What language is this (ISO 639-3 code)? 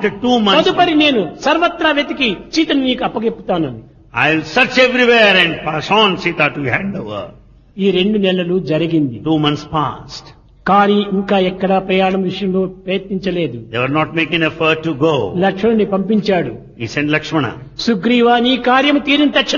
tel